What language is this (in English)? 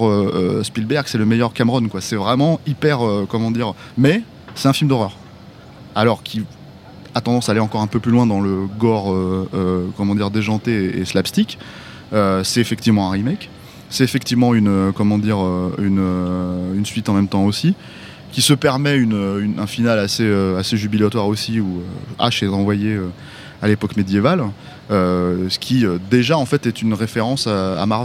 French